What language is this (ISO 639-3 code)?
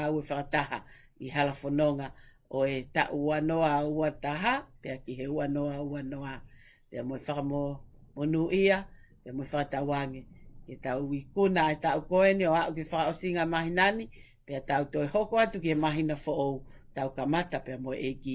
ton